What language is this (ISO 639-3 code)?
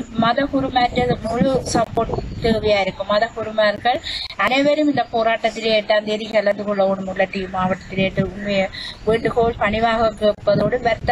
tam